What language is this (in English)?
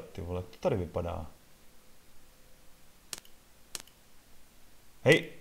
Czech